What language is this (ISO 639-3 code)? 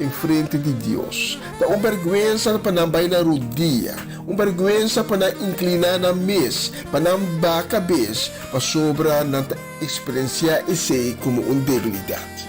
pap